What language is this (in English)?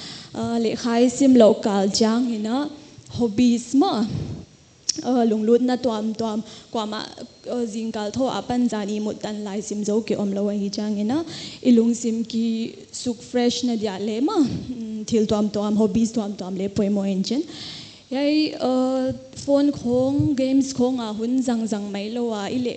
Paite Chin